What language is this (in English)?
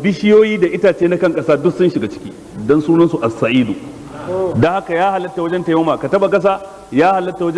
Hausa